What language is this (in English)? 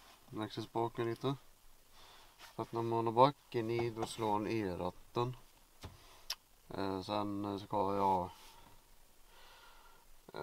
Swedish